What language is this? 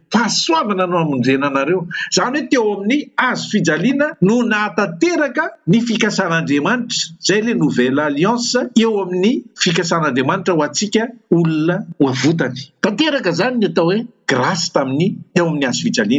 Malagasy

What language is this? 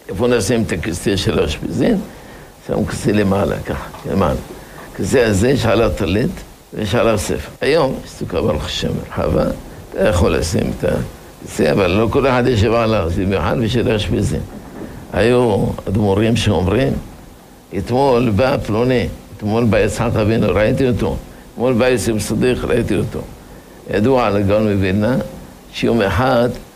Hebrew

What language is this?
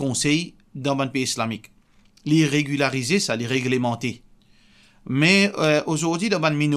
Morisyen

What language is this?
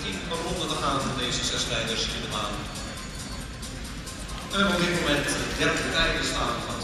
Dutch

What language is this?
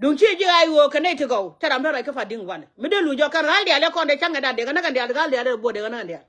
Nuer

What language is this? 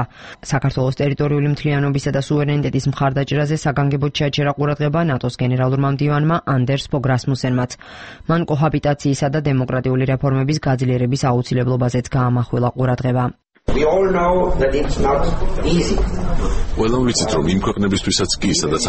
Georgian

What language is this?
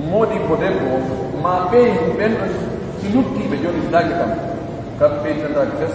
Pular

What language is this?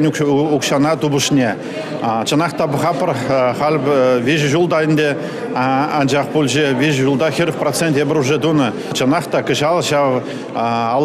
Chuvash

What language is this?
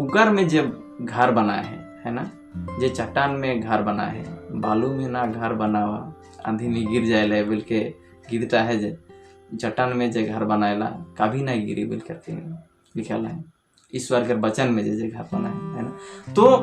Sadri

